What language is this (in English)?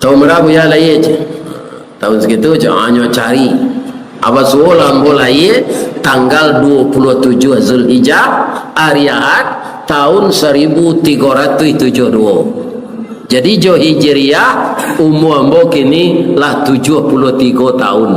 Minangkabau